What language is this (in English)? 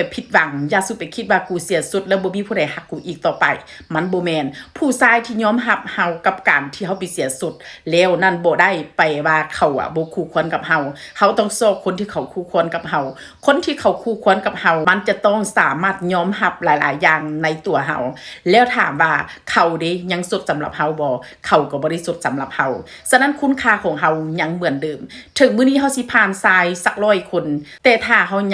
Lao